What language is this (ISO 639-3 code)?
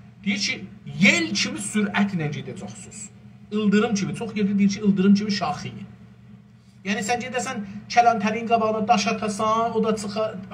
azb